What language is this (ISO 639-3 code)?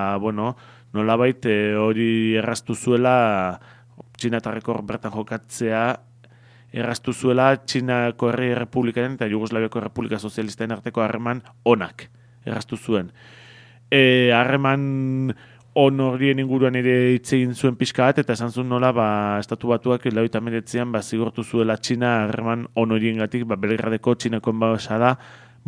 eus